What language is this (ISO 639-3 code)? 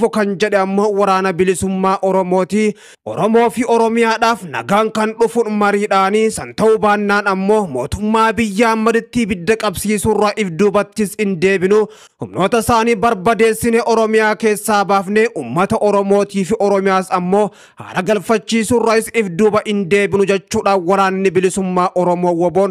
orm